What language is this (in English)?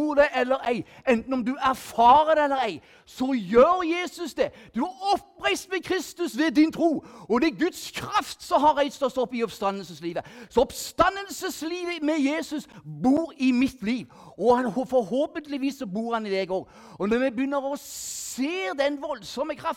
Norwegian